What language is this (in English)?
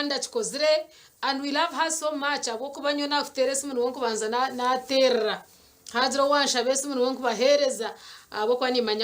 Nyankole